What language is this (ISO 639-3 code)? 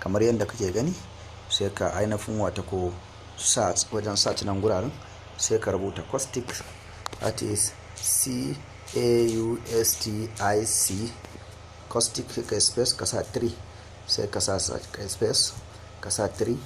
hau